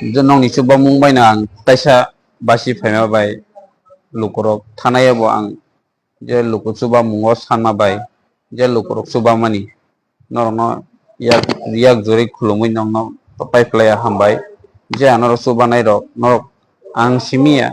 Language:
Kok Borok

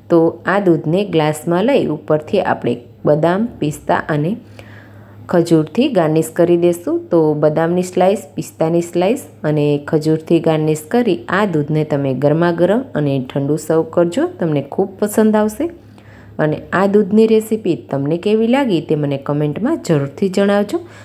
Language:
Gujarati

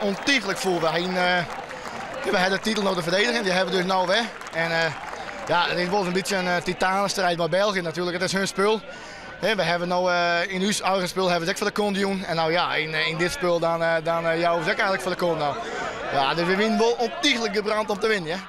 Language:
Western Frisian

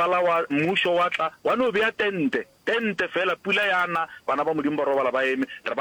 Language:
Northern Sotho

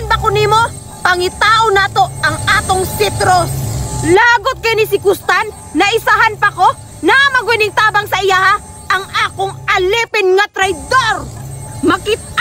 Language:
Cebuano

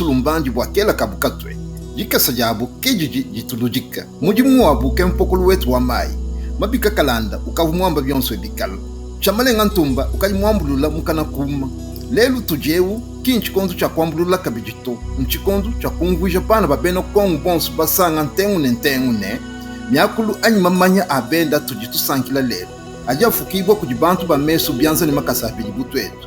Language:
Luba-Lulua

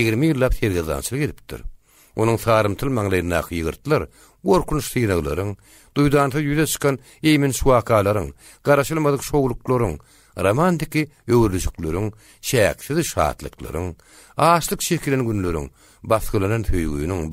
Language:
Turkmen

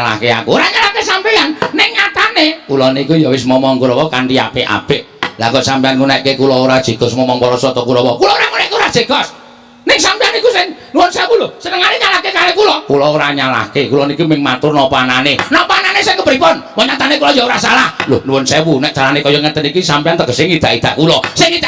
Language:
Javanese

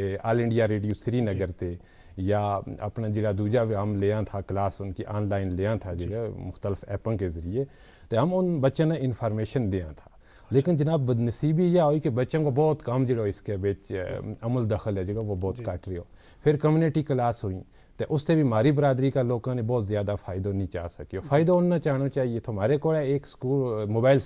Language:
Gujari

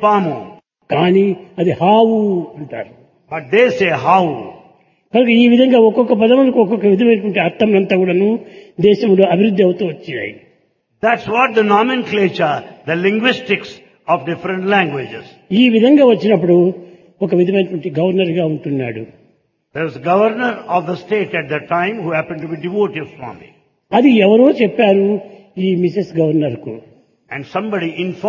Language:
Telugu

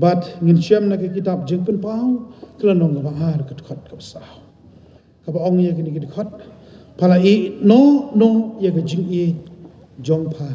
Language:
Khasi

